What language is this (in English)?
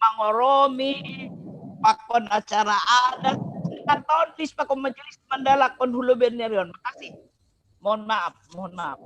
Batak Simalungun